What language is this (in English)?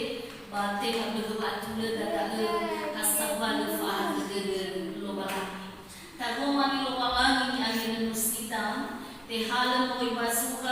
Nias